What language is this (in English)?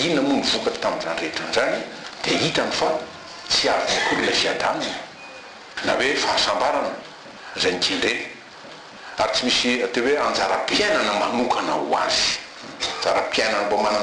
Malagasy